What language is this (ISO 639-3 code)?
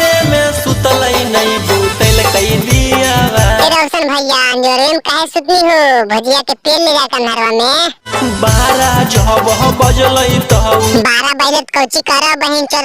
mag